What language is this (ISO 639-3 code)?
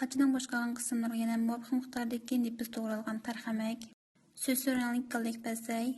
uig